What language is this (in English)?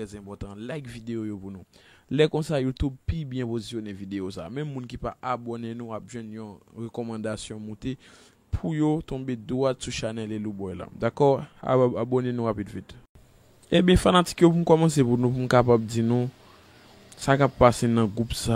Haitian Creole